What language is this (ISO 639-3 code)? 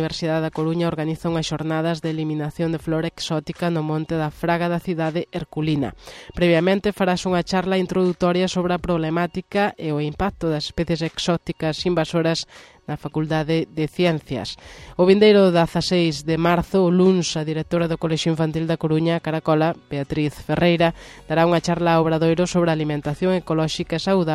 glg